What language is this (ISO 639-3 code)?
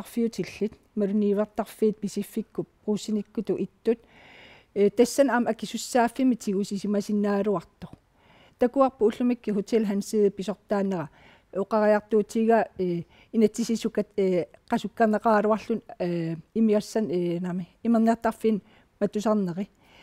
kal